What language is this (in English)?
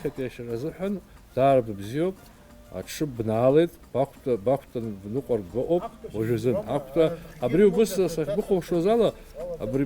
Abkhazian